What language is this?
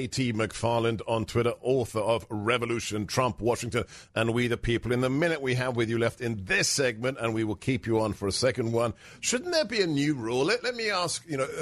English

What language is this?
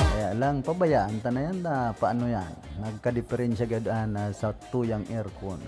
Bikol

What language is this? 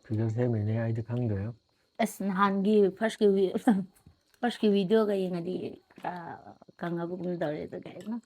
Manipuri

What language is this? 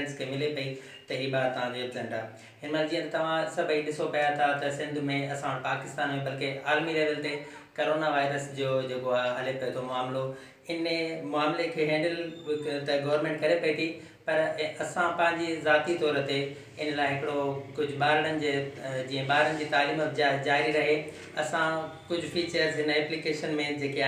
Sindhi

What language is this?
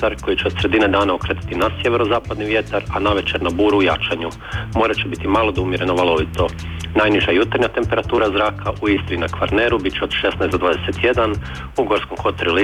Croatian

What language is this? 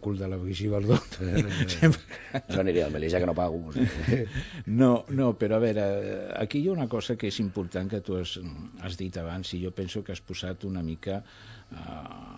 Catalan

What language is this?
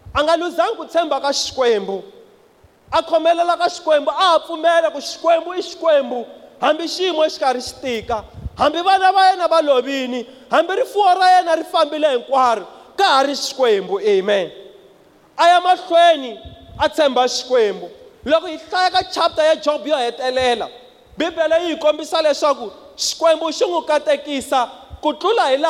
Tsonga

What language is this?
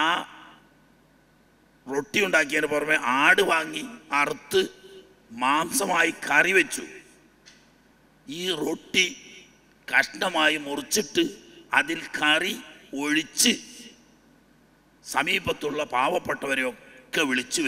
Malayalam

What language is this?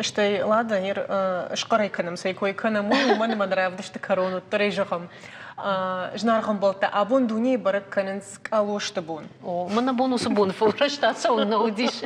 Ossetic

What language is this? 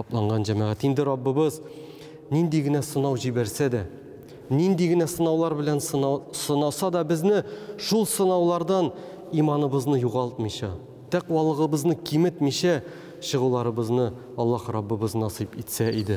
Tatar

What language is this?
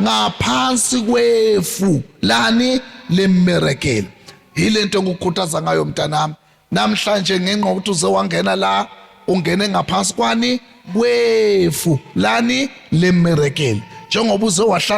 Zulu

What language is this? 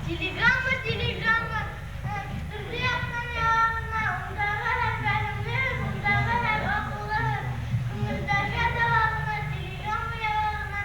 Bashkir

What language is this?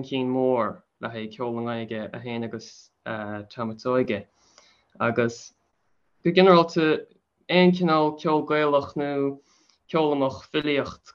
Irish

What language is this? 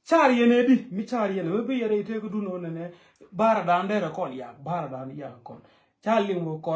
Nuer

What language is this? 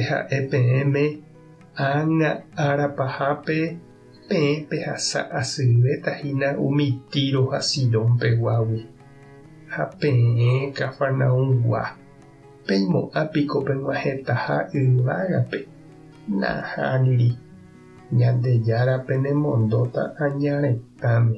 Guarani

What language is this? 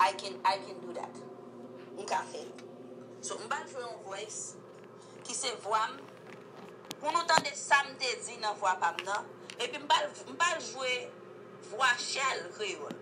Haitian Creole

